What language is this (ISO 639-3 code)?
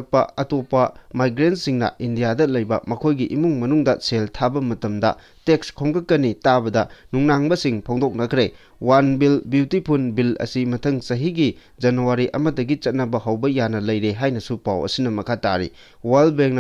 mni